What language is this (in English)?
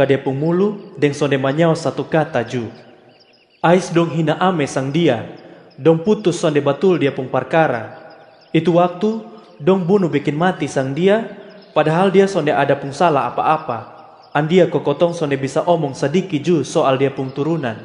Kupang Malay